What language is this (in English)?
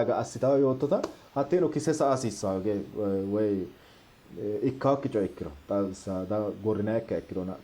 Sidamo